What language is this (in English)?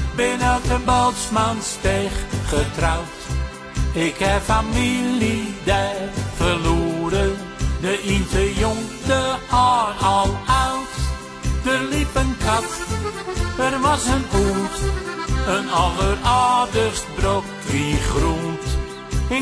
Dutch